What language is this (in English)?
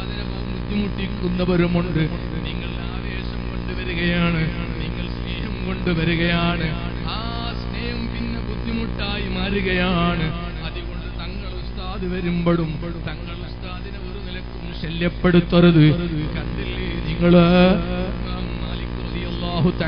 Malayalam